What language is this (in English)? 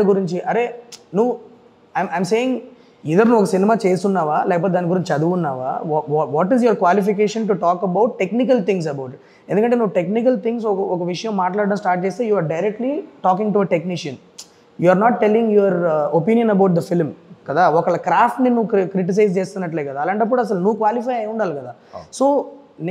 Telugu